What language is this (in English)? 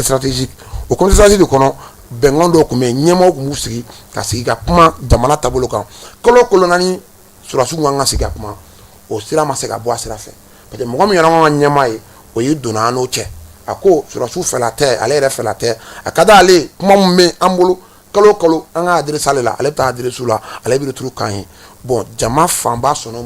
Bambara